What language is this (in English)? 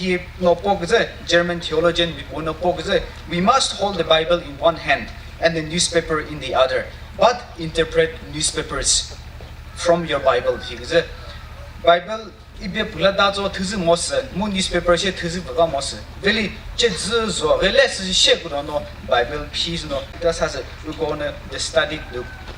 Chokri Naga